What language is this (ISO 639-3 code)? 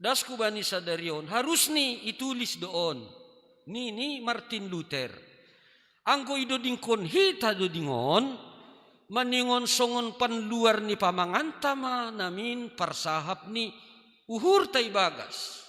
bts